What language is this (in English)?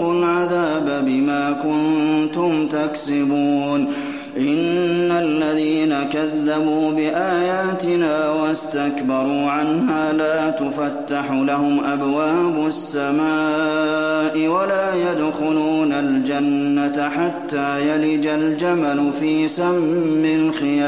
Arabic